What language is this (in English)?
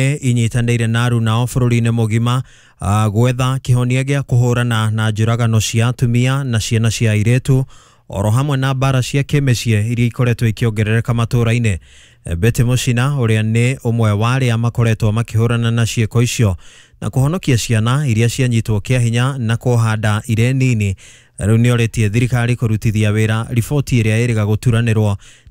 Kikuyu